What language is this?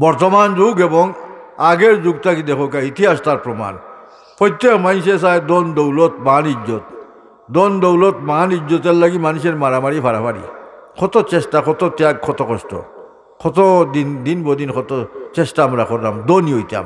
Sylheti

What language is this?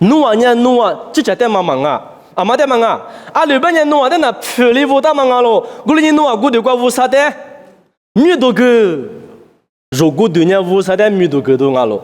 Lisu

